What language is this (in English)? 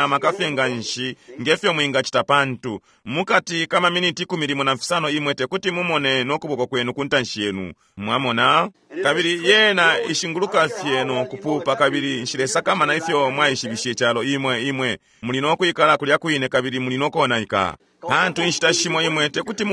Bemba